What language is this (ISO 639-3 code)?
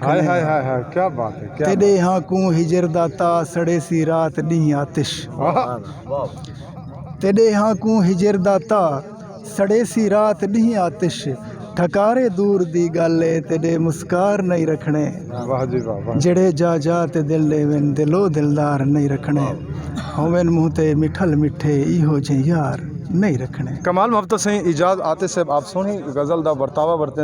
skr